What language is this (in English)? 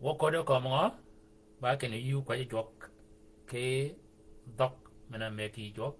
Shilluk